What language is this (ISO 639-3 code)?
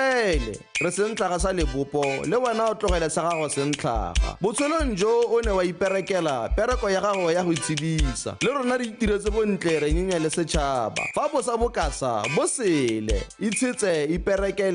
tsn